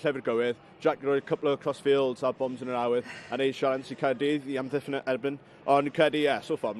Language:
Welsh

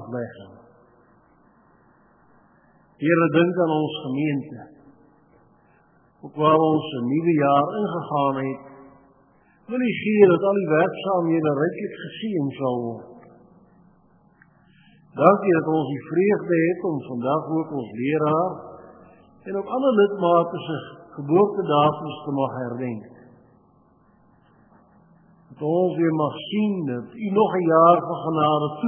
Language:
Afrikaans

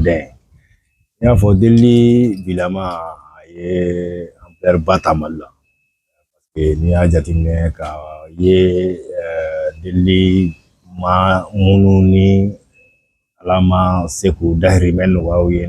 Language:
Bambara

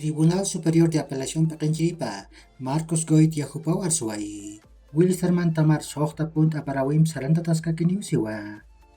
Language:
Aymara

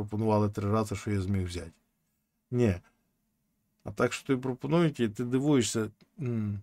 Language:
Ukrainian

